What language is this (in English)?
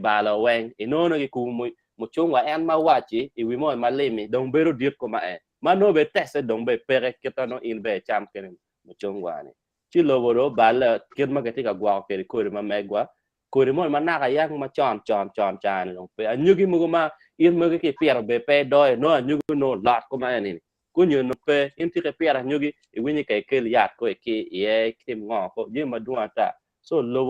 Acoli